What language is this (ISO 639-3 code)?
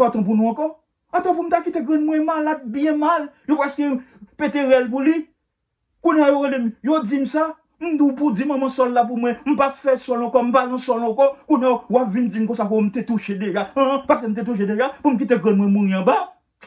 hat